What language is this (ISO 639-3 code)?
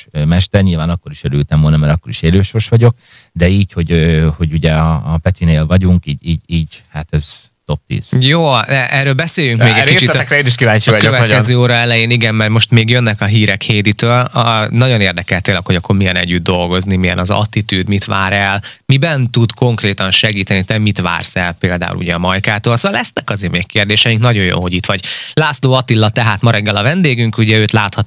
hun